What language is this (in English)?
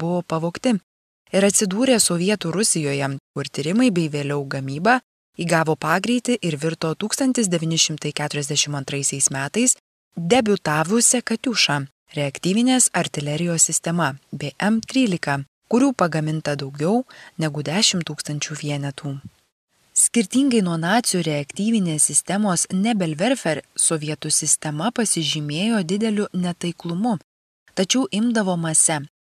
Lithuanian